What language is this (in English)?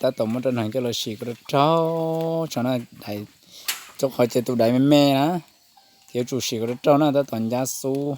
Hmong